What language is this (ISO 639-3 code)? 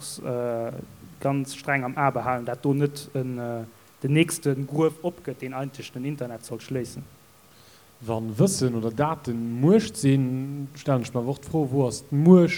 ltz